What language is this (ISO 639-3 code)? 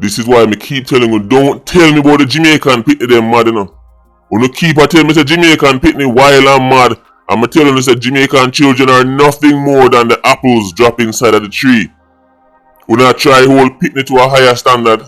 jam